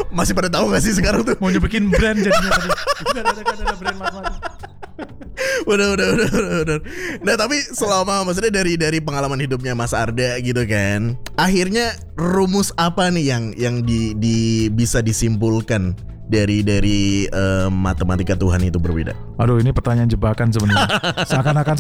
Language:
Indonesian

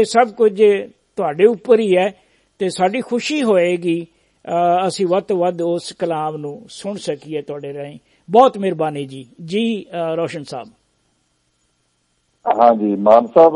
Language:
Punjabi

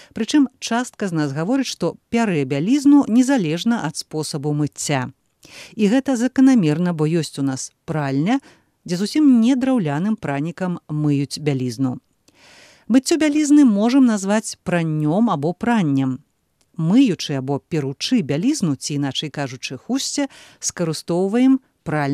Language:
Belarusian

